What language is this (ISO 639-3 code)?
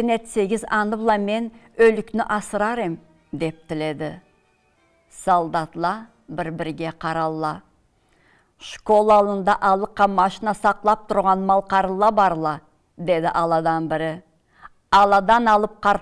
krc